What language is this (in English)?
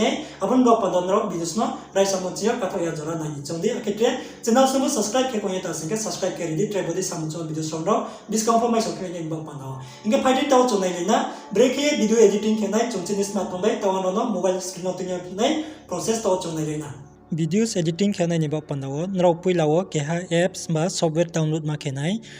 Riang (India)